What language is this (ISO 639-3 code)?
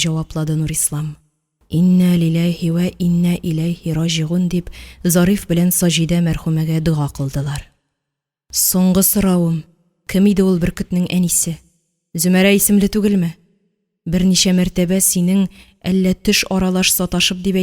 tat